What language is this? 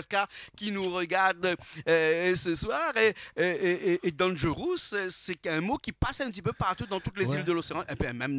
Réunion Creole French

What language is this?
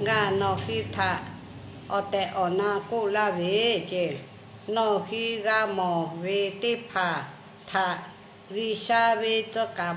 Lahu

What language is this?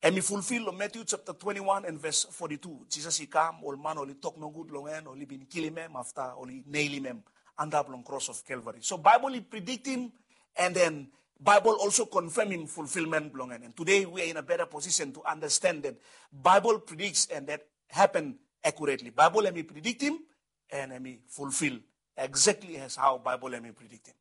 Bislama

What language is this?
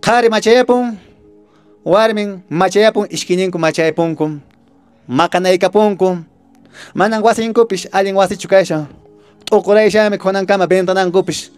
Quechua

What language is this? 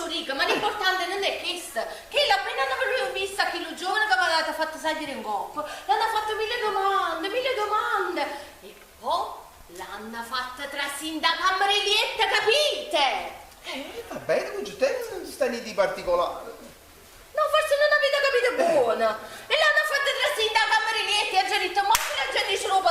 Neapolitan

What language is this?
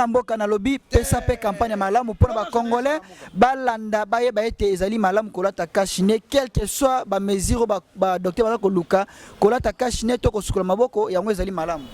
Lingala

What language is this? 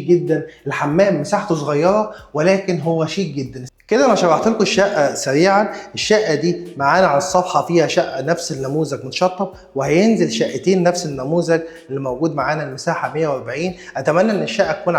Egyptian Arabic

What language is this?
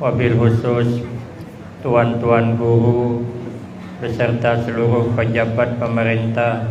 Banjar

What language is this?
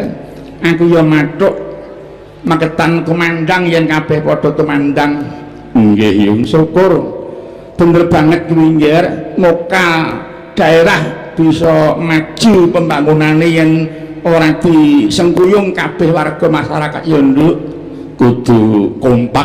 Javanese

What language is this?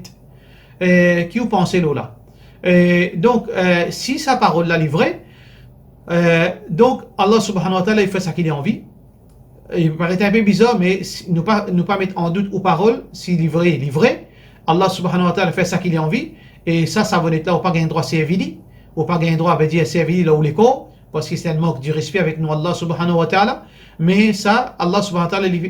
Morisyen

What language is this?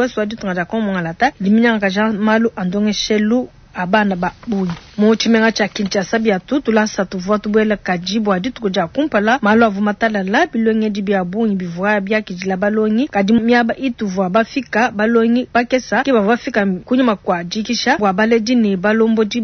Luba-Lulua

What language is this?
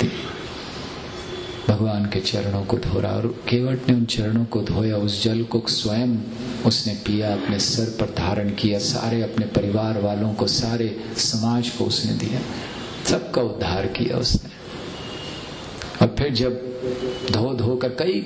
Hindi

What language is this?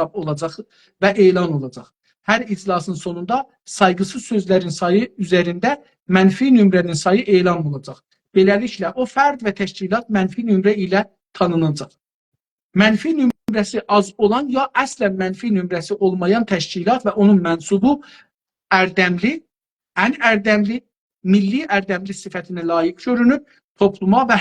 South Azerbaijani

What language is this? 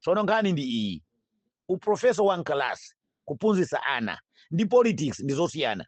Nyanja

